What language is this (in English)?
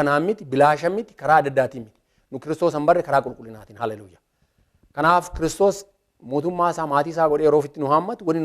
Oromo